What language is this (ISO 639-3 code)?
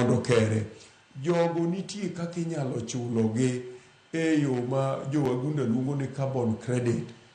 luo